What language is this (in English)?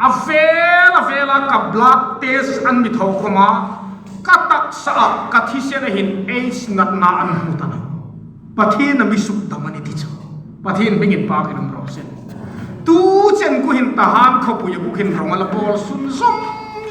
Hmar